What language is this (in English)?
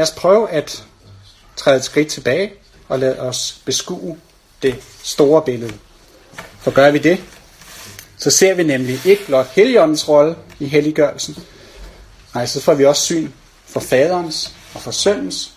Danish